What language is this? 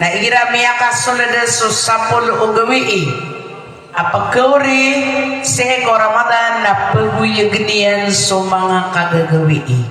Maranao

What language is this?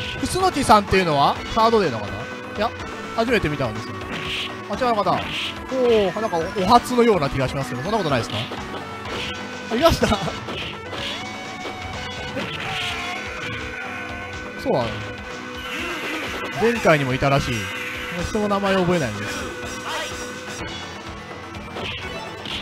Japanese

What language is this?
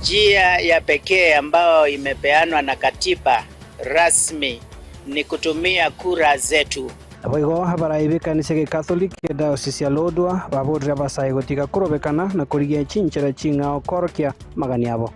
Gusii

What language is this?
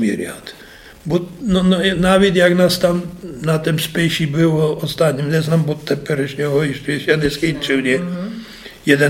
Polish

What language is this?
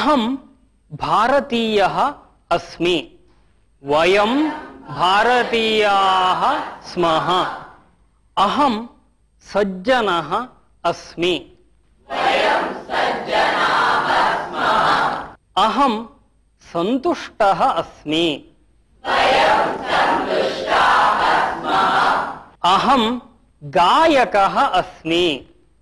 Sanskrit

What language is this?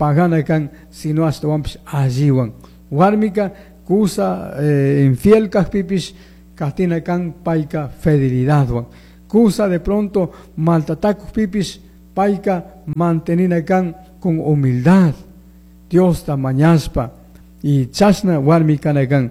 Chimborazo Highland Quichua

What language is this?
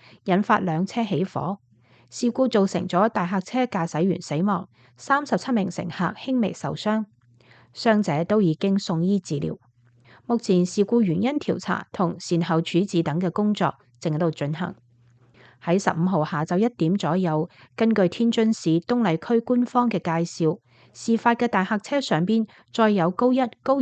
Cantonese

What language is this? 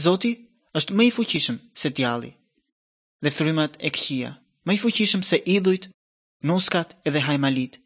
Albanian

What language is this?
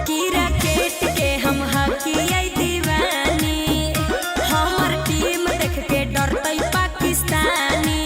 Magahi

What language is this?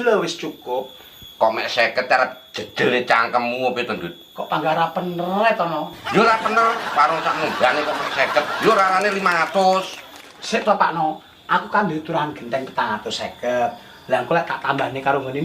Javanese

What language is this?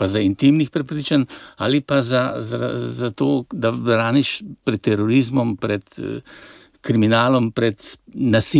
Slovenian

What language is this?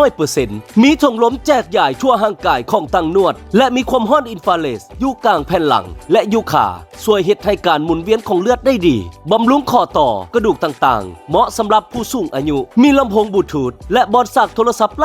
Lao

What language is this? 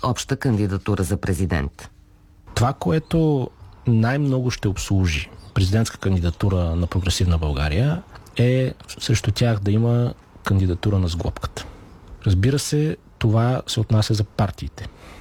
Bulgarian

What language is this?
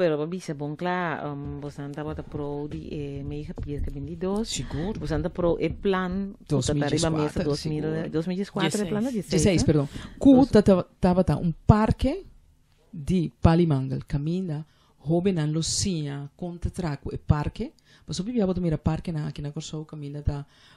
Papiamento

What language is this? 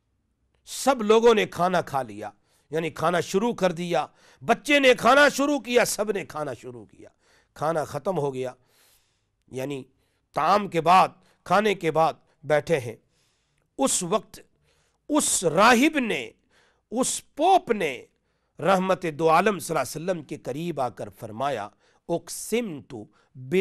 Urdu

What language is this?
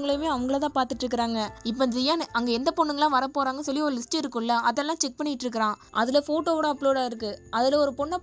Tamil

